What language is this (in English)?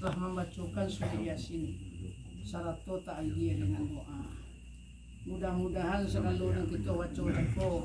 Minangkabau